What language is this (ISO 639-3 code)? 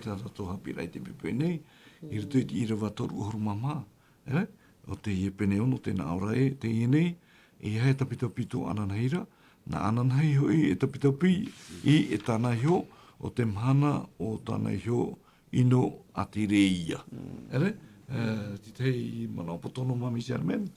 tah